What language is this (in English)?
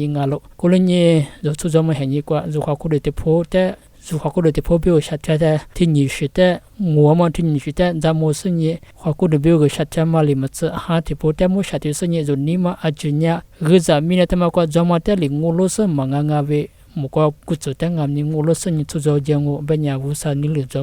Lisu